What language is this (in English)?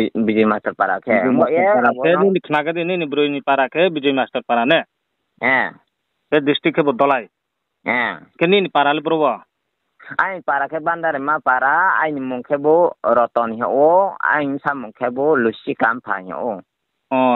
Riang (India)